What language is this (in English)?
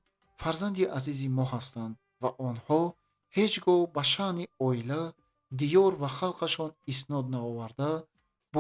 Tajik